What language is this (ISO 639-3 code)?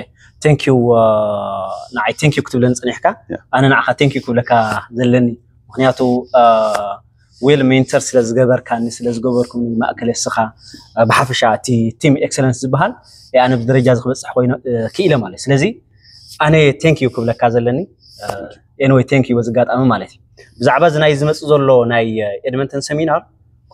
tir